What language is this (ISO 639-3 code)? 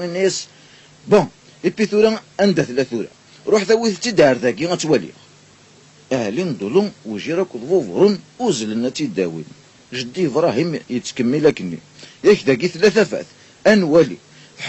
kab